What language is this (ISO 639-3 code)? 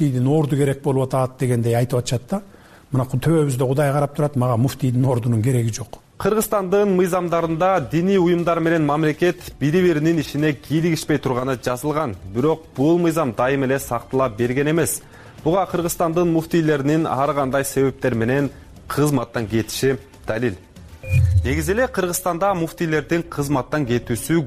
kir